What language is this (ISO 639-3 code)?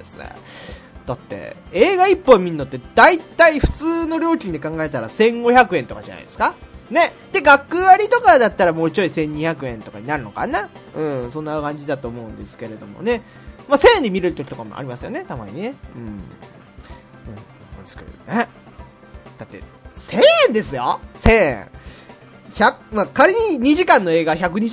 jpn